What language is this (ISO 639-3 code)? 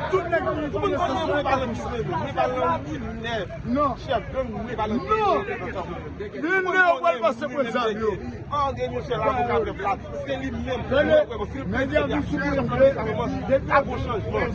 hat